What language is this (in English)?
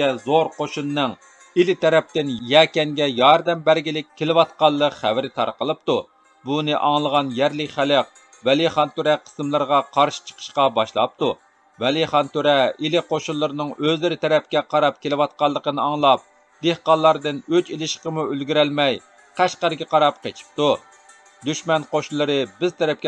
Uyghur